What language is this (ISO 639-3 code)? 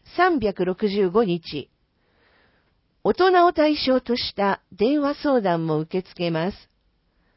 jpn